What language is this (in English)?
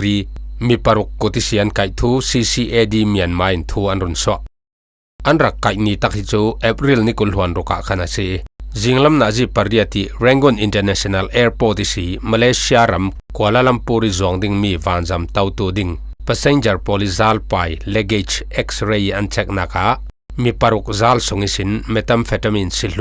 Falam Chin